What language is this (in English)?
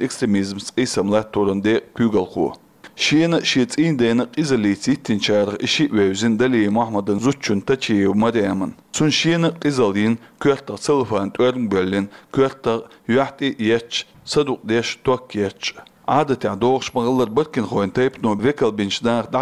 Chechen